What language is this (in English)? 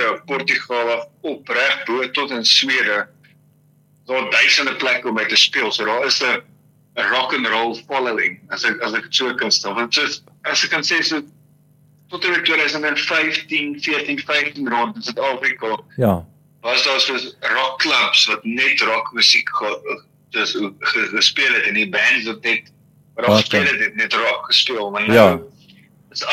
Afrikaans